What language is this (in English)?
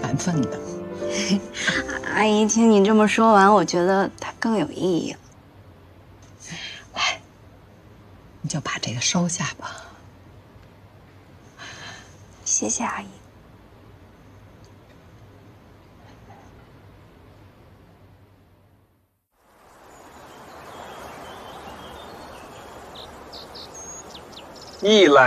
Chinese